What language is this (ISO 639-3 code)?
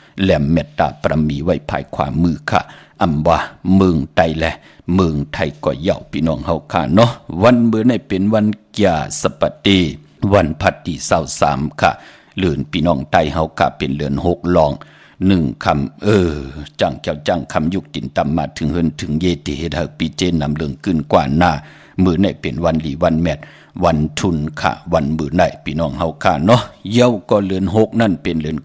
shn